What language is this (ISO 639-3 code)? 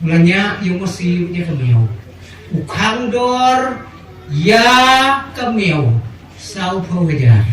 kha